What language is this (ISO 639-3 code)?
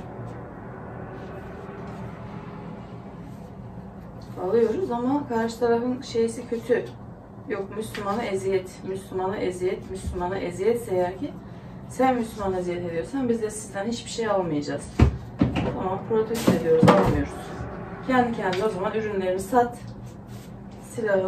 tur